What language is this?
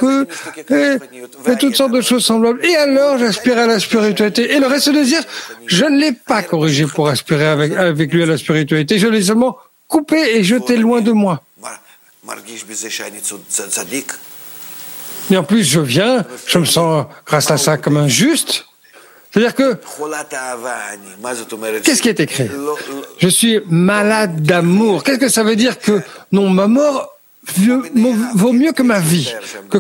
French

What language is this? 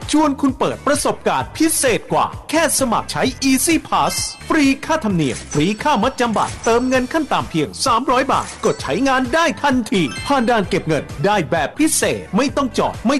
Thai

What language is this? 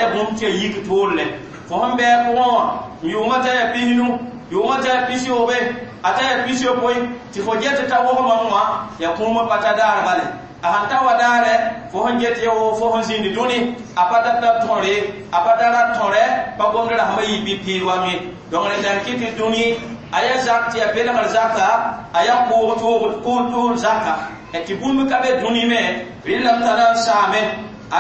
Mossi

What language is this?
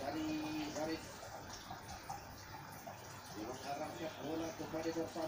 Malay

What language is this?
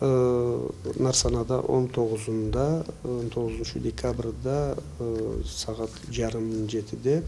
Karachay-Balkar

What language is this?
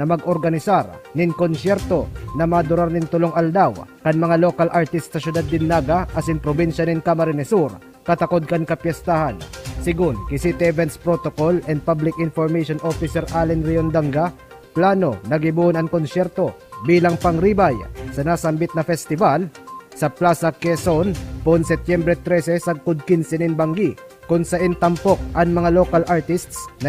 Bikol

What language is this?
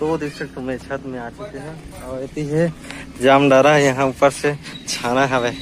Chhattisgarhi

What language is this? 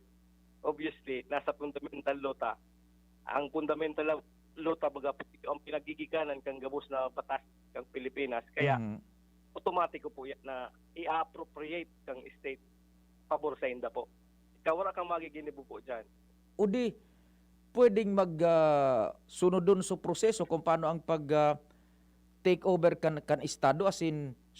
Bikol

